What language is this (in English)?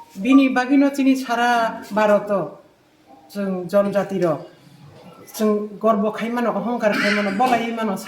Kok Borok